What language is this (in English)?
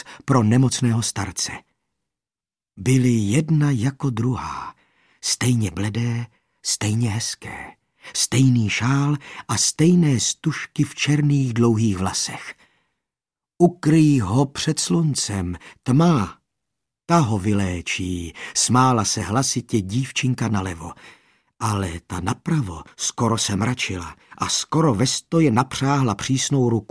Czech